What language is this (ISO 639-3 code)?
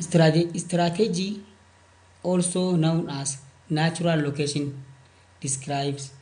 orm